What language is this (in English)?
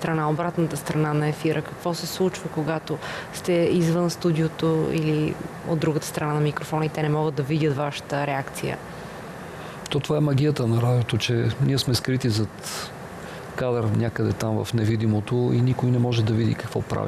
Bulgarian